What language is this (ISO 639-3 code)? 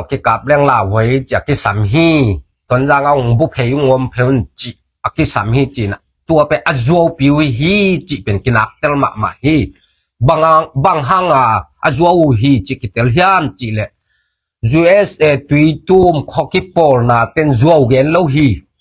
ctd